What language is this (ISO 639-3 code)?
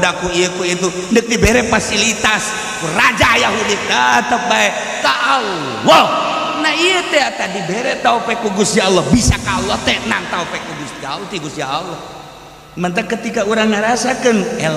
sun